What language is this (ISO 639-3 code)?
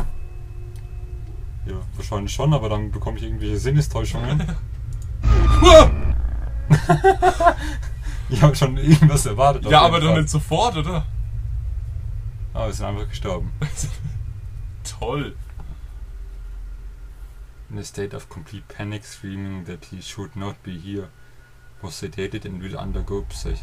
deu